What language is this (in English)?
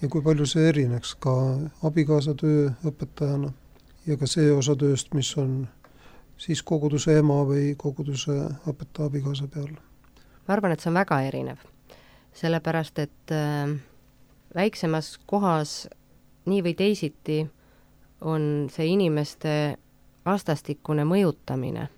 Estonian